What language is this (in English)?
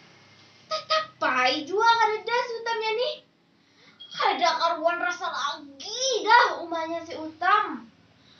Banjar